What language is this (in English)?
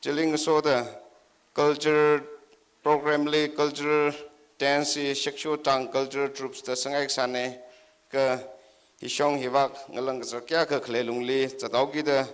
Tangkhul Naga (India)